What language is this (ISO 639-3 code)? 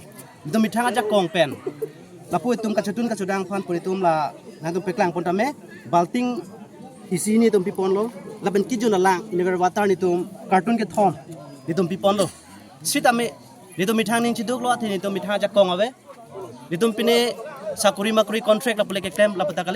mjw